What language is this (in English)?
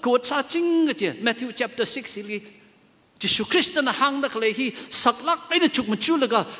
Tangkhul Naga (India)